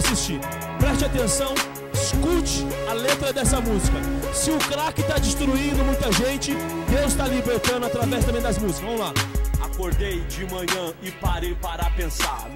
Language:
Portuguese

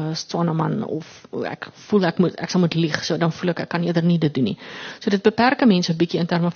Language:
Afrikaans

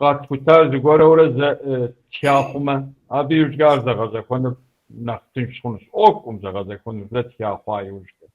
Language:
Kabardian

